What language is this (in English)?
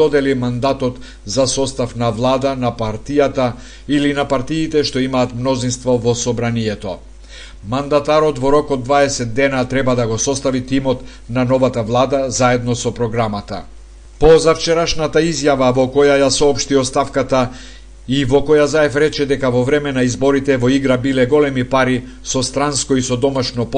Macedonian